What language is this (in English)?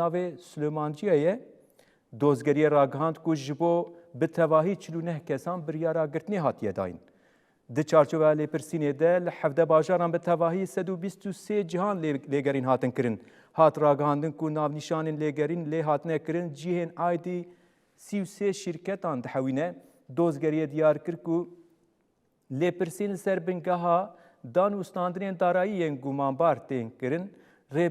Kurdish